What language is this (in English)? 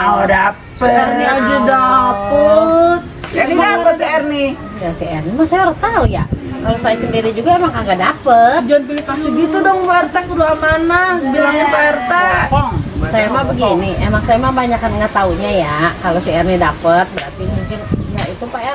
Betawi